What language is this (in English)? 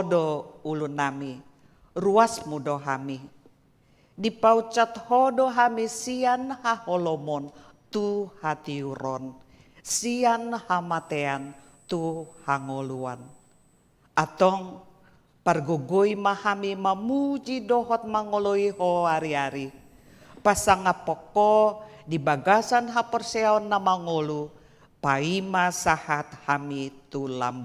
Batak Toba